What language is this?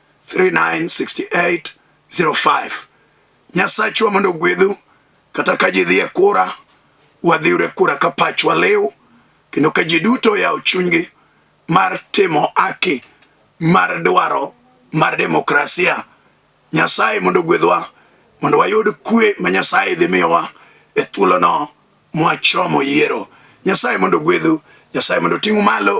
Luo (Kenya and Tanzania)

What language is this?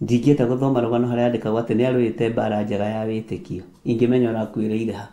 Kikuyu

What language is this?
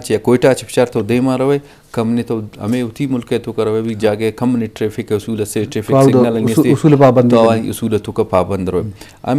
Eastern Balochi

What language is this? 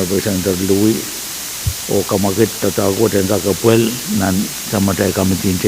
Pohnpeian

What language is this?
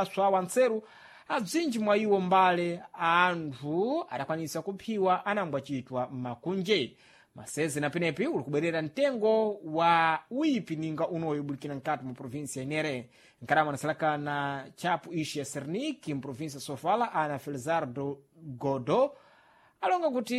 Sena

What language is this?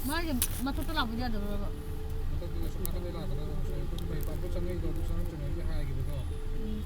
Manipuri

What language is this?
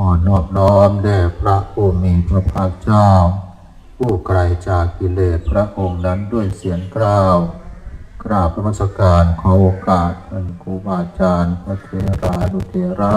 Northeastern Thai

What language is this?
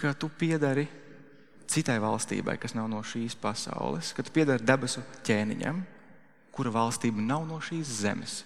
Latvian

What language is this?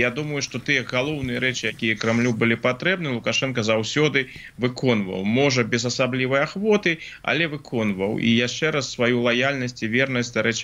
Belarusian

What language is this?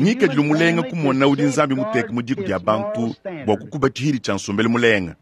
Luba-Lulua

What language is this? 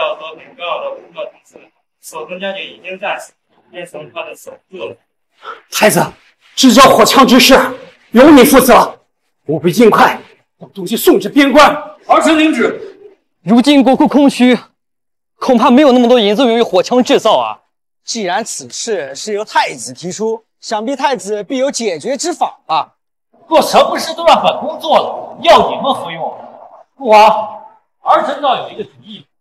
Chinese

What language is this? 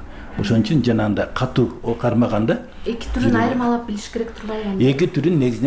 Kyrgyz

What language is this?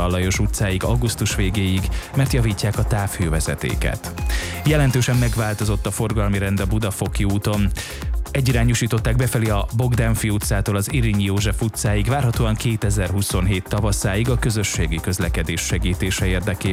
Hungarian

